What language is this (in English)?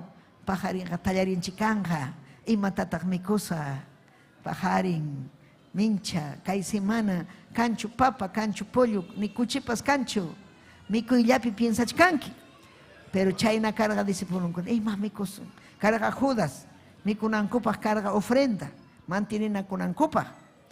Ayacucho Quechua